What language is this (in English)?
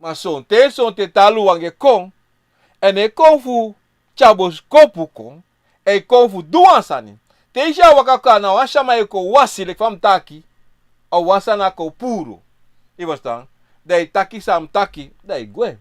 Sranan Tongo